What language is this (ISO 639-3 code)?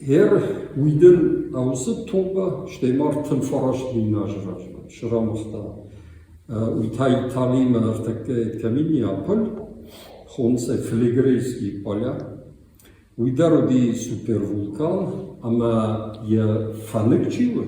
oss